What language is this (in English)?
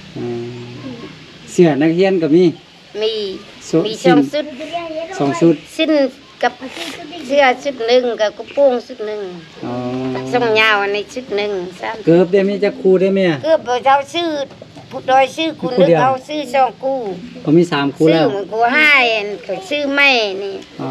Lao